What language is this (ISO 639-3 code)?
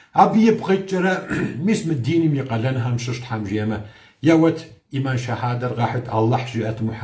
kbd